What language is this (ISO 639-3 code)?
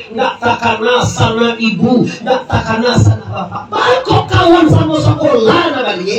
min